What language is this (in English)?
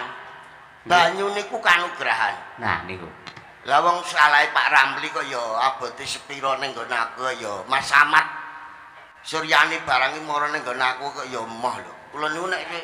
Javanese